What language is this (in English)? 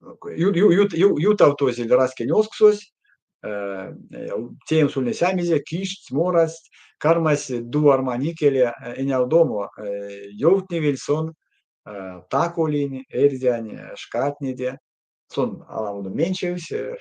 Erzya